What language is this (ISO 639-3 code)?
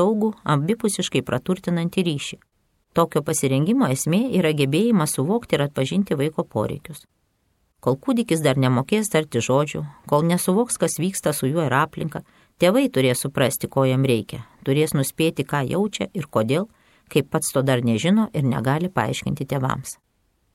lit